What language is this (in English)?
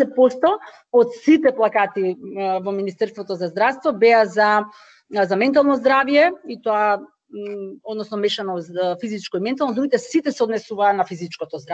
Macedonian